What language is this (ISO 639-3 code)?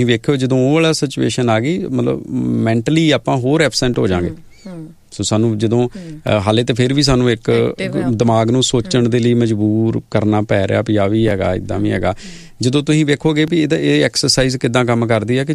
pan